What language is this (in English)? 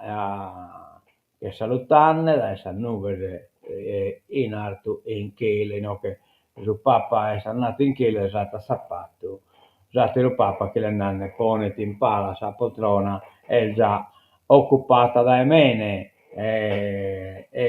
Sardinian